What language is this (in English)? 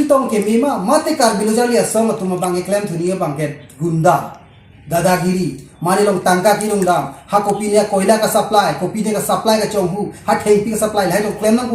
Karbi